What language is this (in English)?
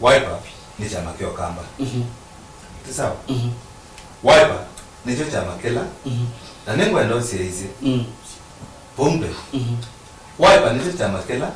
Kamba